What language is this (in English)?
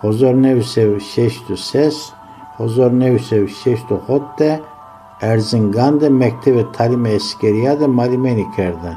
Zaza